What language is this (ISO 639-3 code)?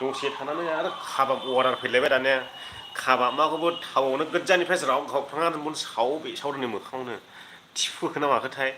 brx